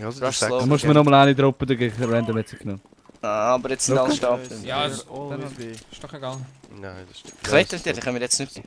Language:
Swiss German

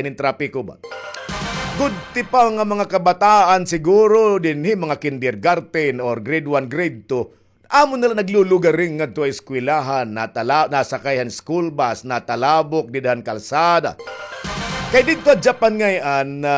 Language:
Waray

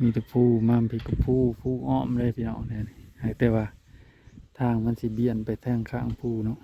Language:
Northeastern Thai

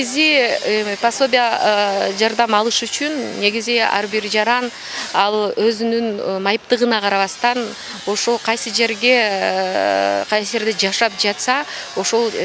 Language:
Kyrgyz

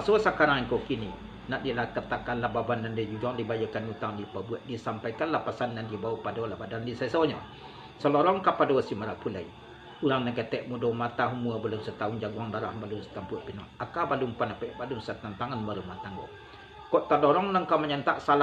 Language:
Minangkabau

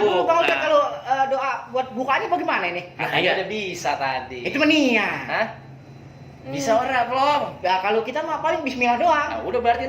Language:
Betawi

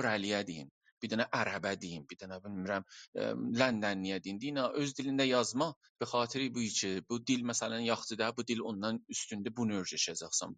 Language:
South Azerbaijani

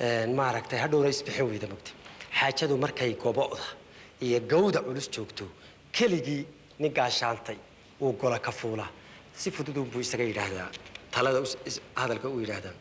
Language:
Somali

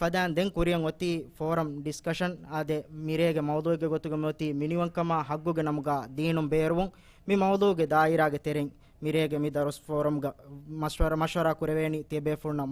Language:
Divehi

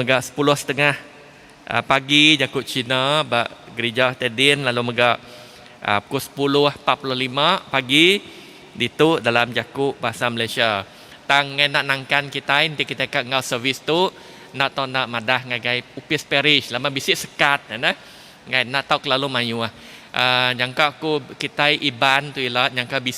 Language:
Iban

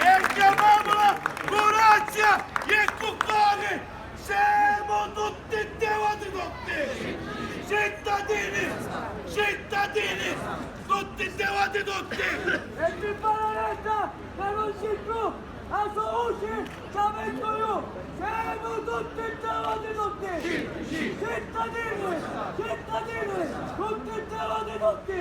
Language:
Sicilian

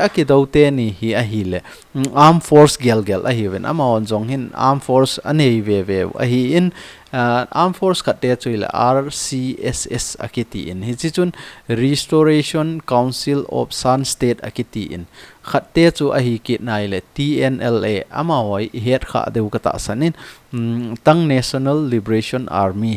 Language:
Thado Chin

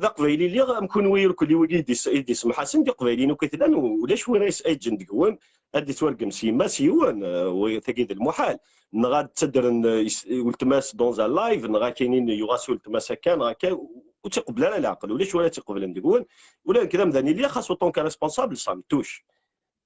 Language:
Kabyle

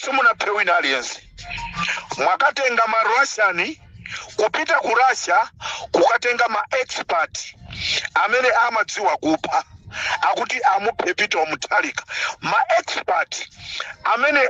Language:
Nyanja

